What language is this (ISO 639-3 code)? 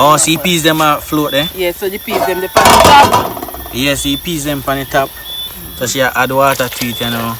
jam